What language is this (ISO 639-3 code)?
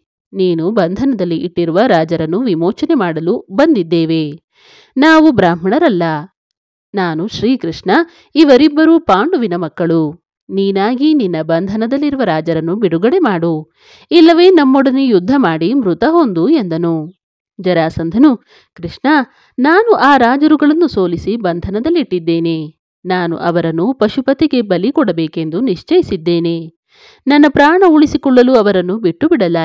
kan